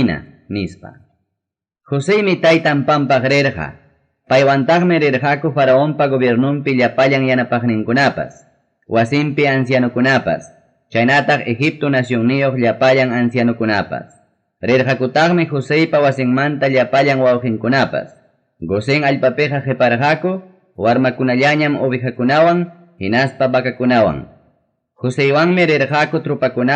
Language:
Ayacucho Quechua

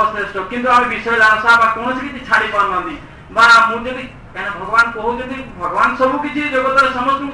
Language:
Odia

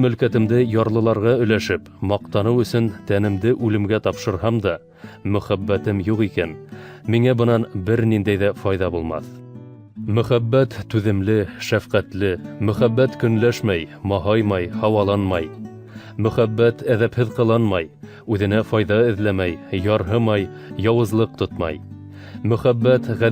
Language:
Bashkir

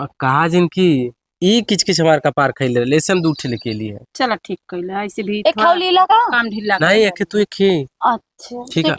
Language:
Awadhi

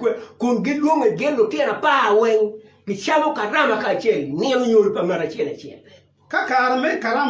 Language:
Acoli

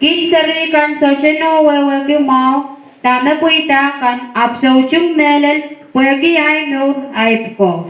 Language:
Pohnpeian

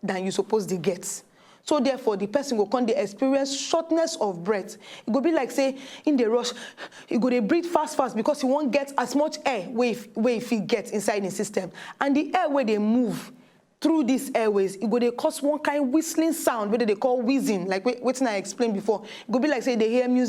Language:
Nigerian Pidgin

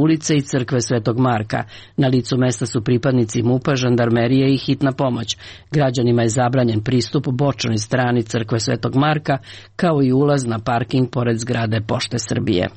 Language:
Serbian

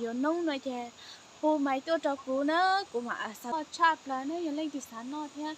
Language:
Hmong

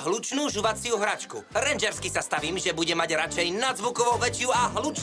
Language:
Slovak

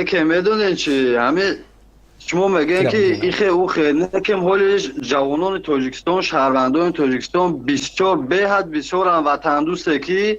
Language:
Tajik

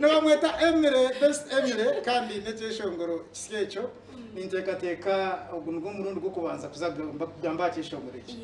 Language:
Nyankole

